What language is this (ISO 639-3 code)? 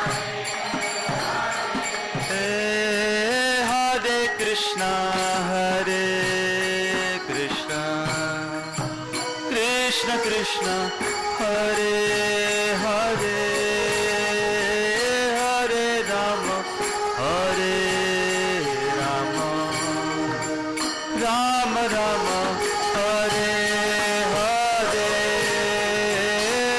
hin